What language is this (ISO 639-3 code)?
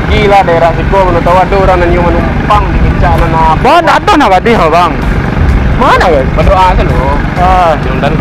min